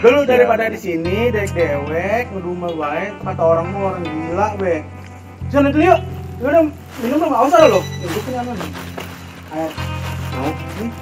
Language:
Betawi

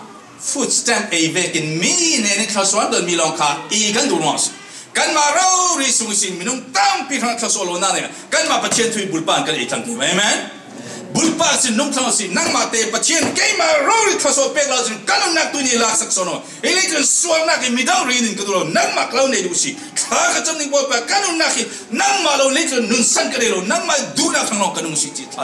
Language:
Falam Chin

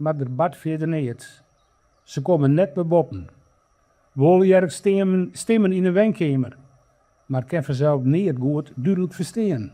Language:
Western Frisian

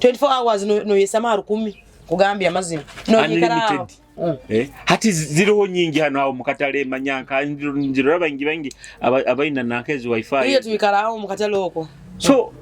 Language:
Nyoro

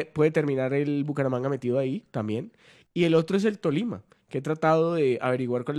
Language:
Spanish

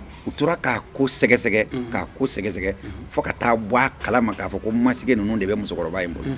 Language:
Bambara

